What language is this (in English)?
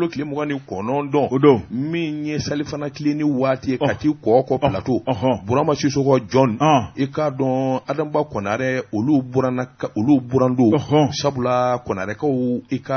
Bambara